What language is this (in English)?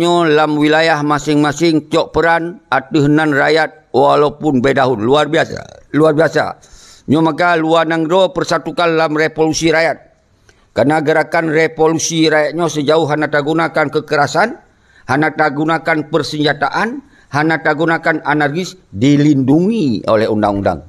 Achinese